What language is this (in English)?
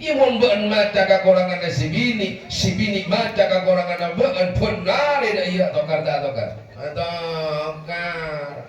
Madurese